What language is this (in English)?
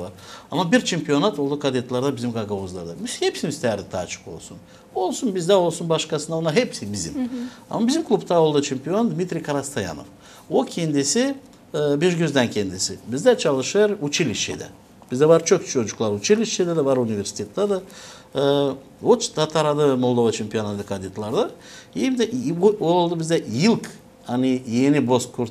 Gagauz